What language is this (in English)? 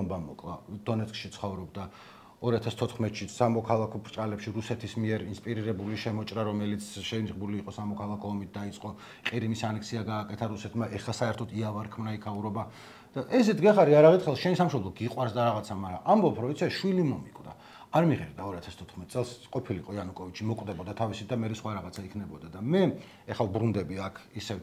Georgian